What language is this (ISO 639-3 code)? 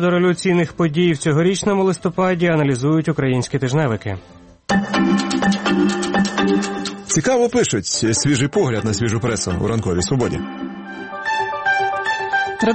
ukr